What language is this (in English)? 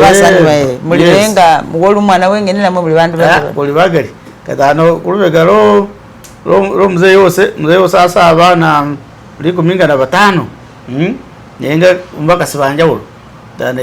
Masaaba